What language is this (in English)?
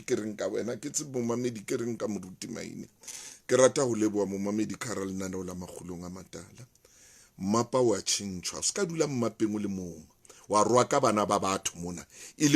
Southern Sotho